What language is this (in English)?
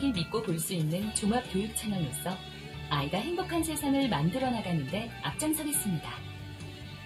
Korean